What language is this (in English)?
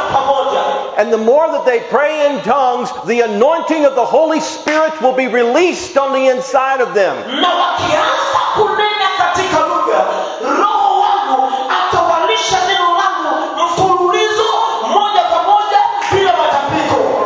Swahili